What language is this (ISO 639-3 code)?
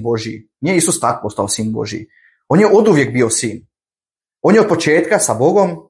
bos